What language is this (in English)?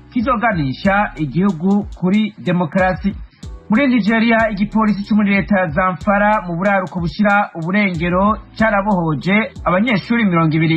Rundi